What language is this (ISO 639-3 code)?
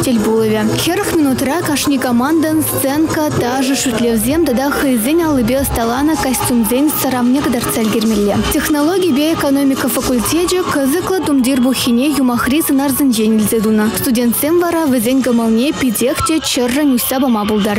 chv